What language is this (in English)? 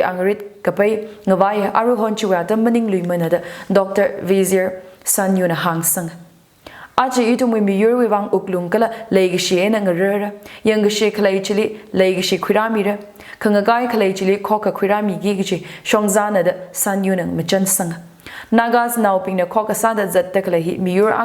Tangkhul Naga (India)